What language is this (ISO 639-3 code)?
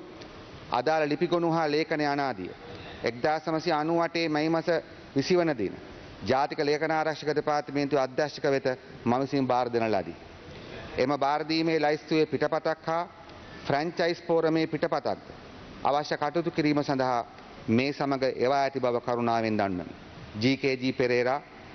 sin